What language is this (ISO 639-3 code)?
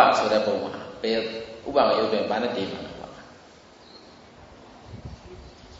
mya